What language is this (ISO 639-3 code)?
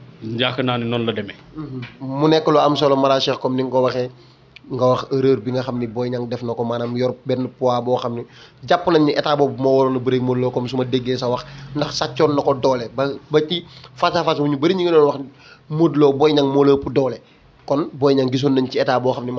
wol